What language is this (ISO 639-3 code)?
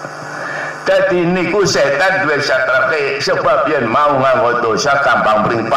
jav